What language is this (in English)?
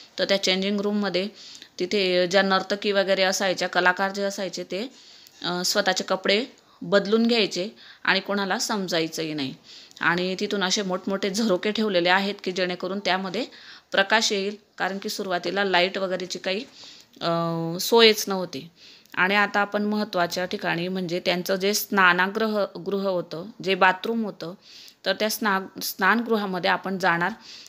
Marathi